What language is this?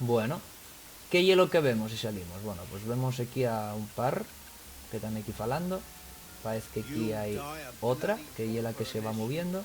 Asturian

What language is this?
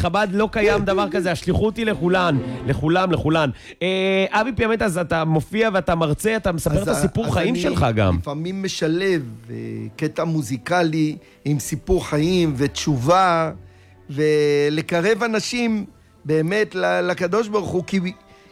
Hebrew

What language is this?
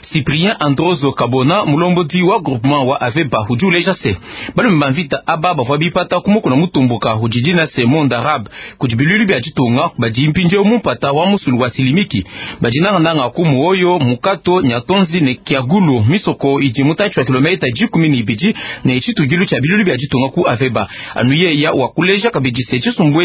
Luba-Lulua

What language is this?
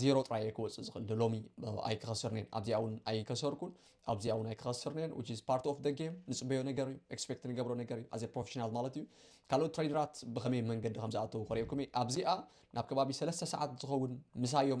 Tigrinya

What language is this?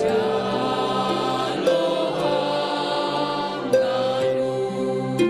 Batak Simalungun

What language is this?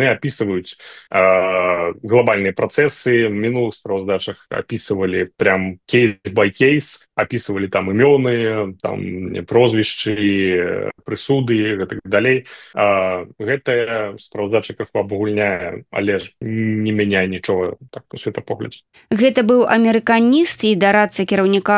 Belarusian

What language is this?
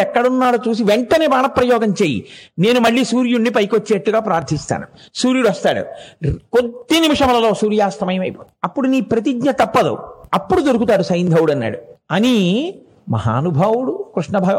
Telugu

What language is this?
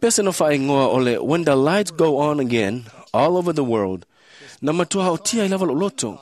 Samoan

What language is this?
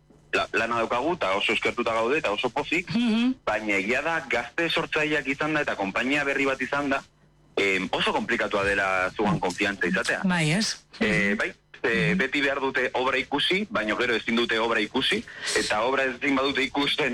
Basque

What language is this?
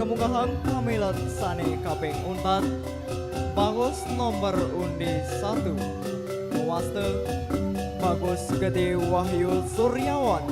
Balinese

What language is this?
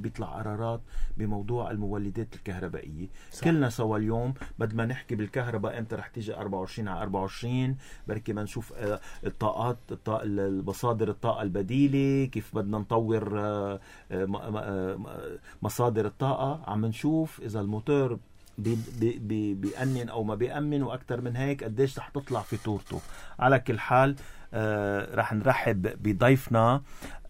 North Levantine Arabic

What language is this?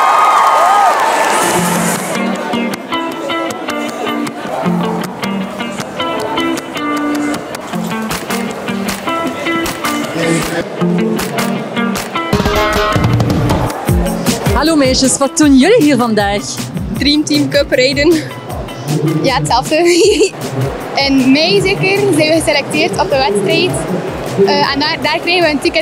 Dutch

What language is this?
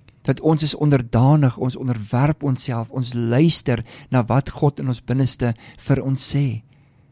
Afrikaans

